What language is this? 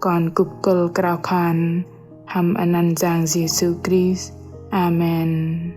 Bahnar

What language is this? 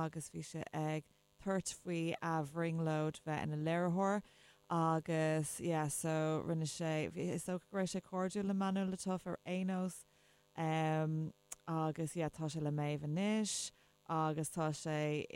Irish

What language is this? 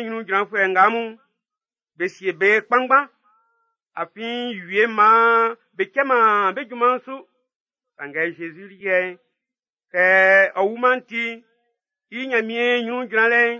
Baoulé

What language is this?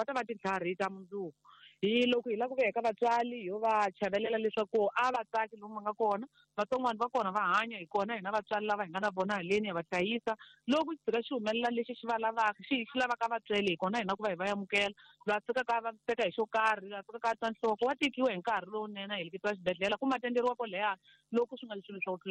Tsonga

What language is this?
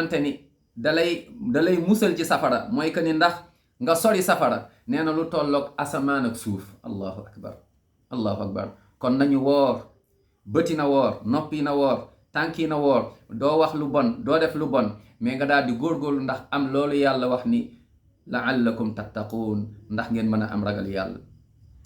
Wolof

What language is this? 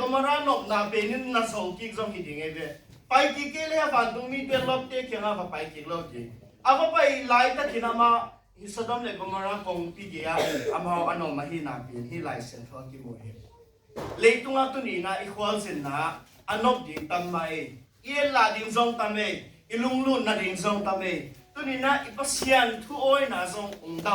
Tedim Chin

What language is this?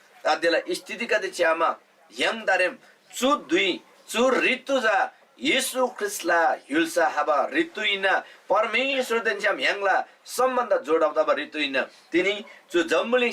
Eastern Tamang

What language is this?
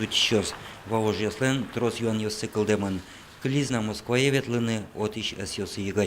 Udmurt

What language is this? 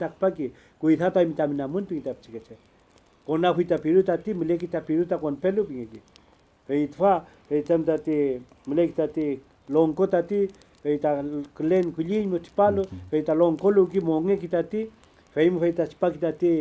Mapuche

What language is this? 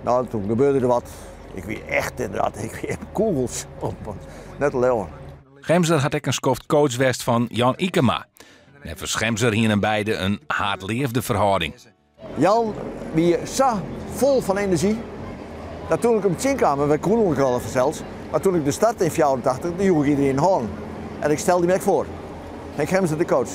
Western Frisian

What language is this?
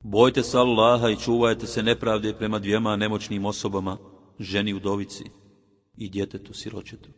Bosnian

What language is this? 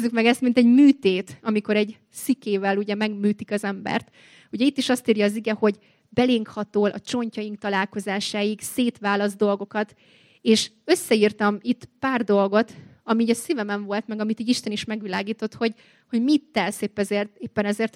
Hungarian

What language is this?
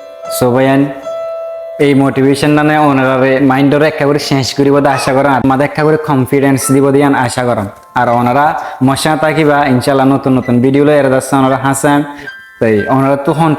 Rohingya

